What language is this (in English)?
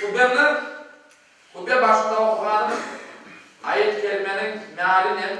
Crimean Tatar